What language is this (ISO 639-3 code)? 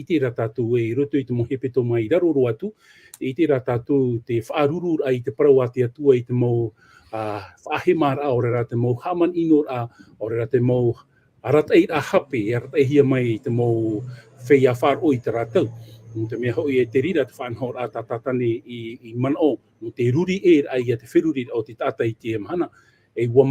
tah